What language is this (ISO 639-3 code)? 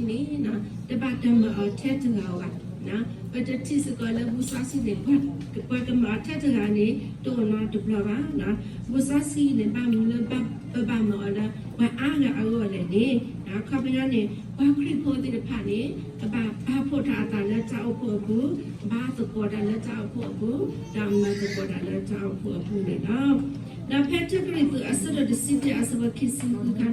ksw